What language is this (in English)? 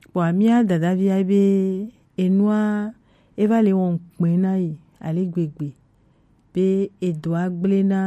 Gen